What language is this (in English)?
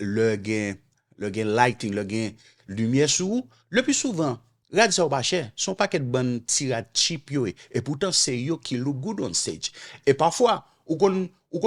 Haitian Creole